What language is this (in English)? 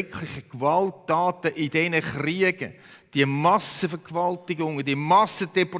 Swiss German